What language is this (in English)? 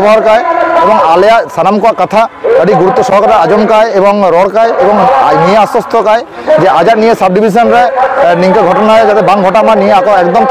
Santali